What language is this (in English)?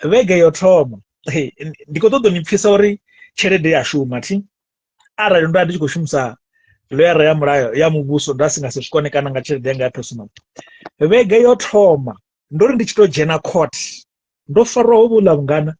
Venda